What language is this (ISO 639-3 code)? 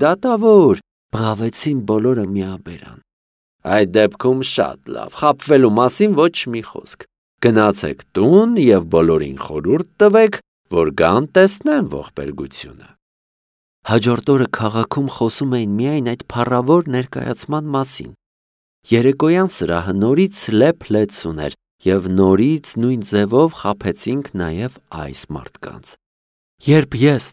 hye